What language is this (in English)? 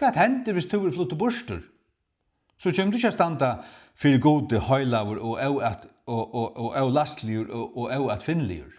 Faroese